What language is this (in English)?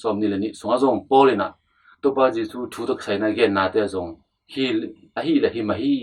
Tedim Chin